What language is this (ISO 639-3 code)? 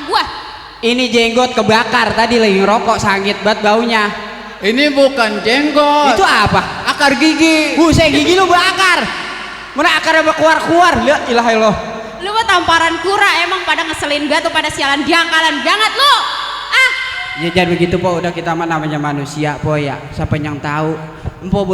bew